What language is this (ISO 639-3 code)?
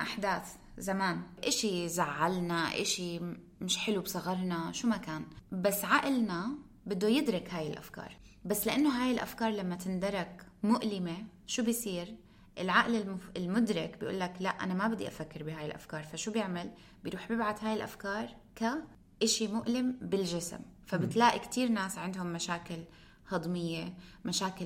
apc